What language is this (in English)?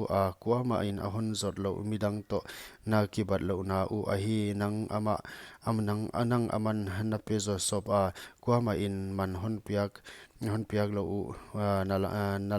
Paite Chin